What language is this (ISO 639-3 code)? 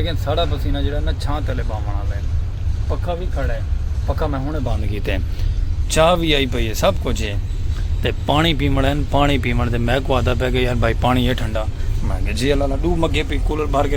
skr